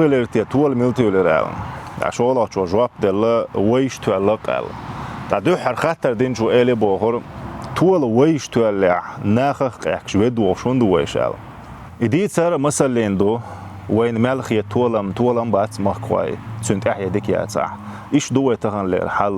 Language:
Chechen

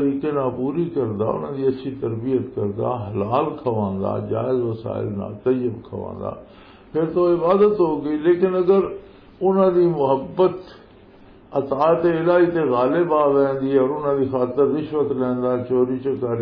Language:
Western Panjabi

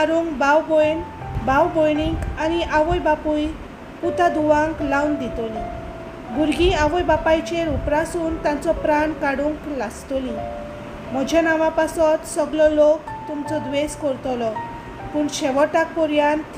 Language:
Konkani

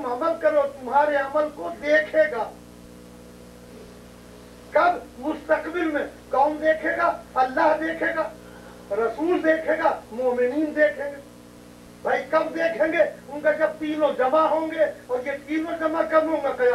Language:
Urdu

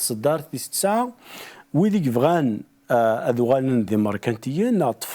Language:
Kabyle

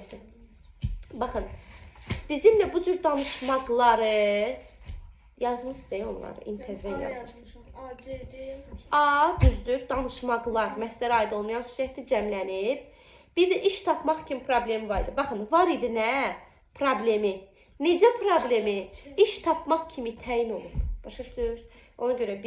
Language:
Azerbaijani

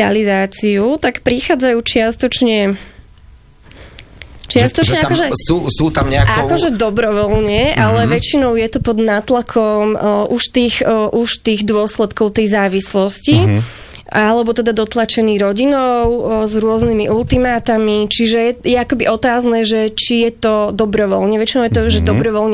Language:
Slovak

